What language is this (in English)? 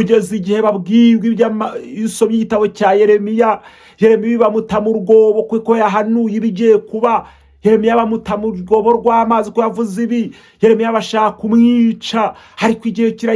Kinyarwanda